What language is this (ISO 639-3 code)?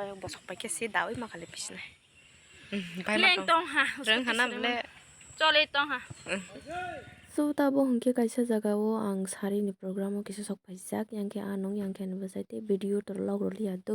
trp